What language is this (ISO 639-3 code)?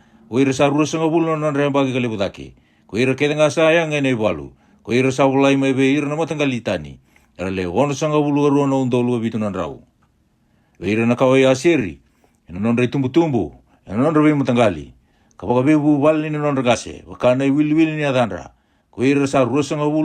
fij